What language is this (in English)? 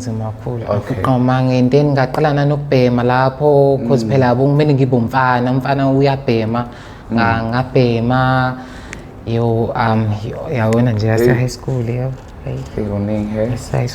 Zulu